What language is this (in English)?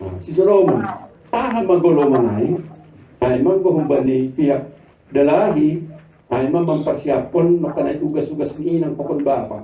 Batak Simalungun